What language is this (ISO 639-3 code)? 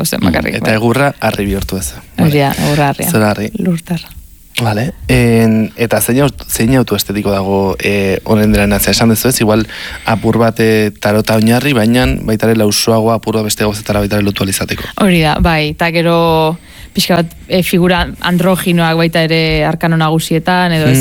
eus